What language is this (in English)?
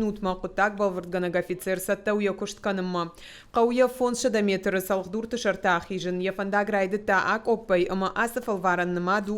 Ossetic